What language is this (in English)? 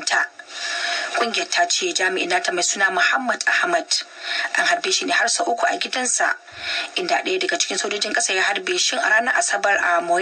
Hausa